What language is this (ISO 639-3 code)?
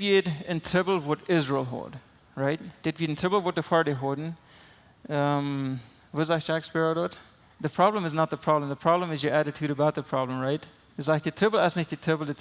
pdt